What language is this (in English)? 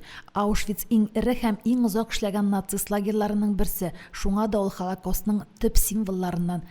Tatar